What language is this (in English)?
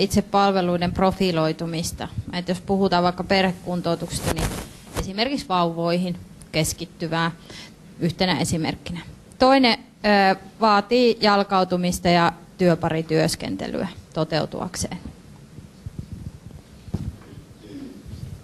Finnish